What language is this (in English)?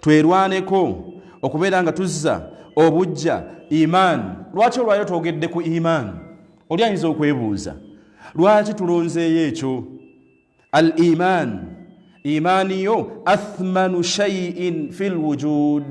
Ganda